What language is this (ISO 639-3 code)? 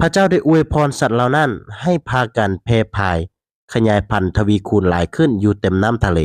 lao